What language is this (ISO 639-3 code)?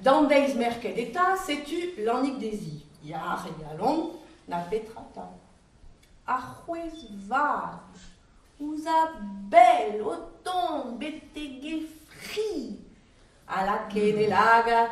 bre